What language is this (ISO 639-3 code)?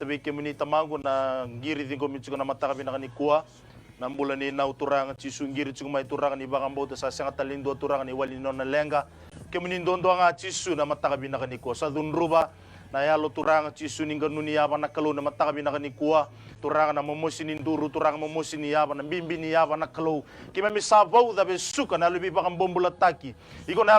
fij